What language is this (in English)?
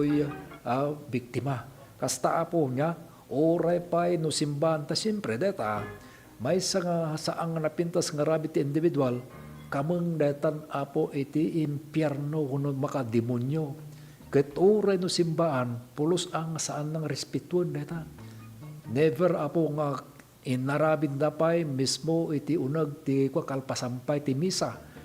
Iloko